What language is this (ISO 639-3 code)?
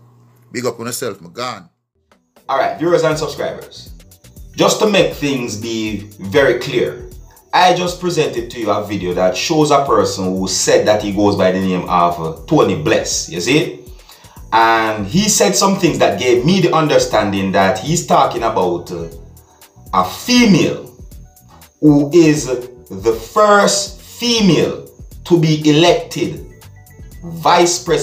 jam